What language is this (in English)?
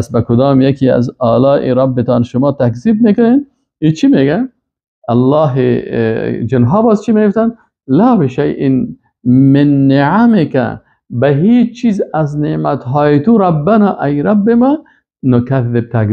Persian